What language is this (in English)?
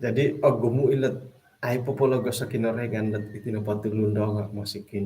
Central Dusun